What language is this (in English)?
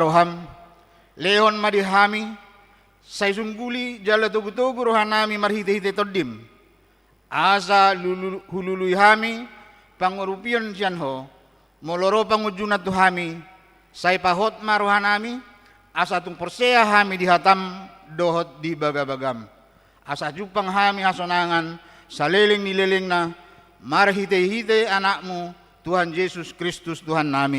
Batak Toba